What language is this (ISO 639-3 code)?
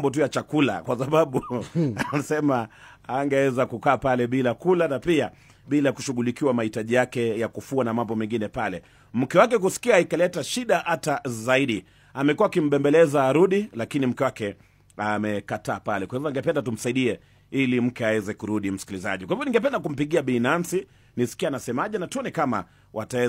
swa